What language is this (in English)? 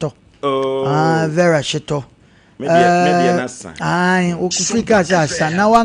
Akan